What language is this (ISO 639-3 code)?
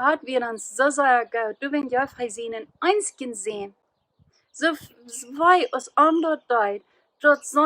pdt